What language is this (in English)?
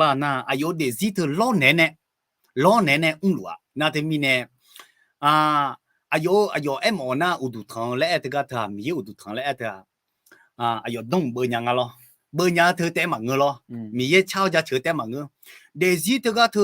Akha